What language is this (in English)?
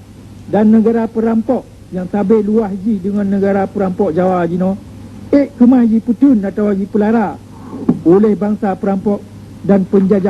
Achinese